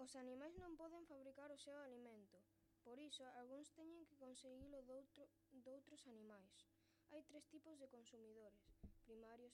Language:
Galician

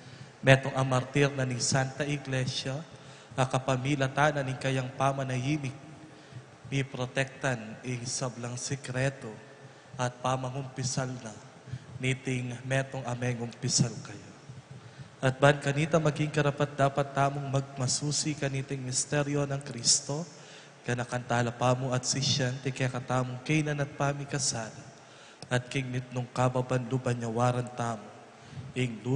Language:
Pampanga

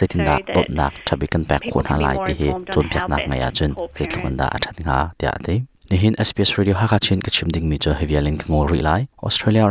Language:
Hakha Chin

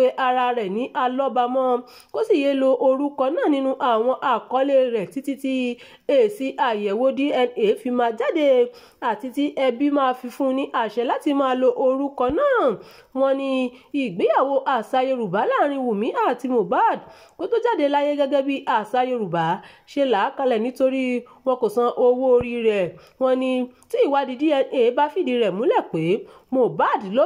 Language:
Yoruba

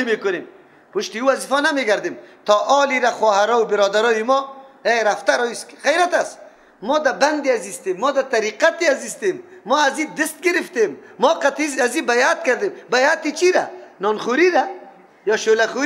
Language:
Persian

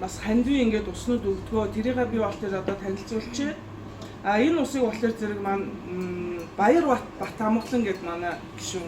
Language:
Mongolian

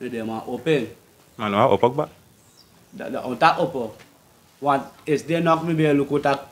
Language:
Sranan Tongo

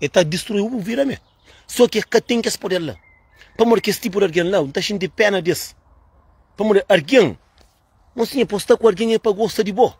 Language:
Kabuverdianu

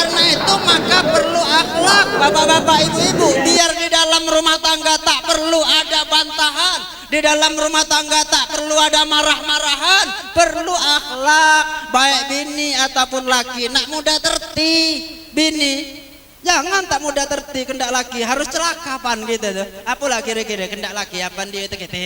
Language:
Musi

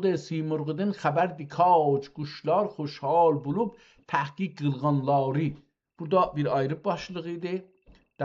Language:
South Azerbaijani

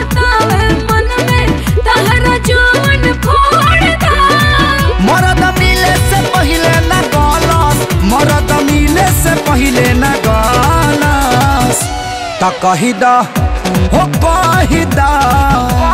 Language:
Bhojpuri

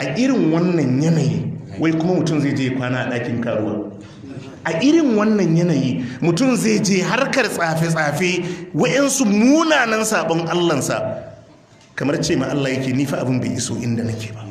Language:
Hausa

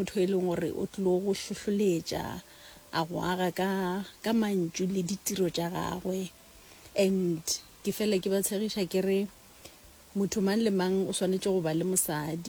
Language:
Northern Sotho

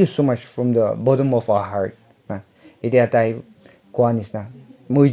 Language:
Naga Pidgin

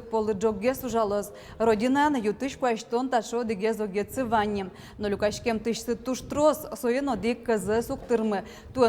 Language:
Udmurt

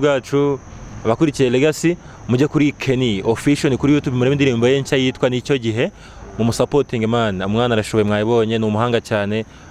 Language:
Kinyarwanda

